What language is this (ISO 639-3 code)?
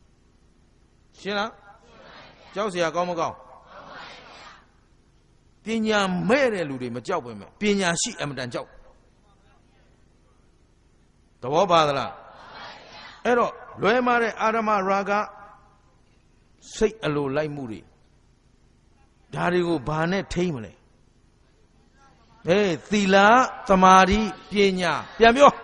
mya